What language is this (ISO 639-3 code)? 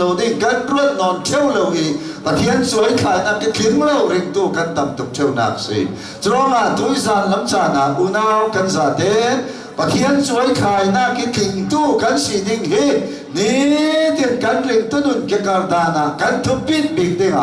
cnh